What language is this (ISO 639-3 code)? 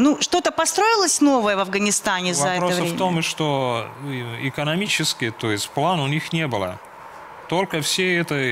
rus